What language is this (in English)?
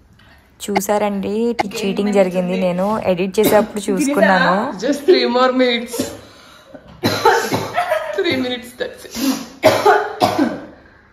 Telugu